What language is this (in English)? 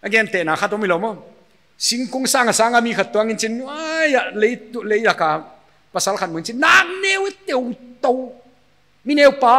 Paite Chin